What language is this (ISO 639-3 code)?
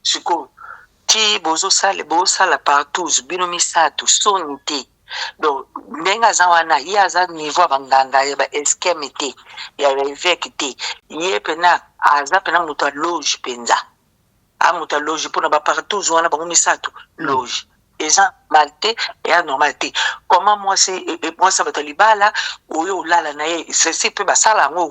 lin